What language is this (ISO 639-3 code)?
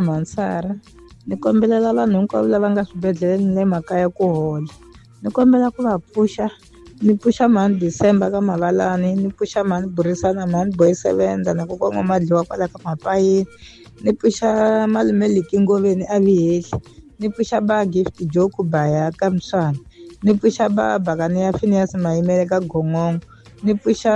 tso